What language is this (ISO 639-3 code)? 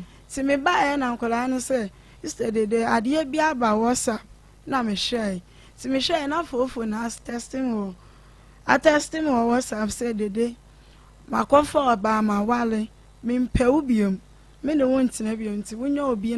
aka